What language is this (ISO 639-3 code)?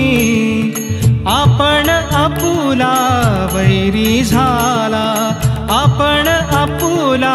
mar